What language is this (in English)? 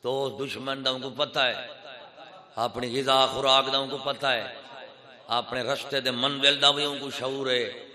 Saraiki